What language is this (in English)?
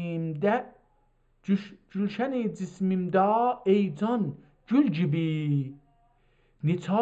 South Azerbaijani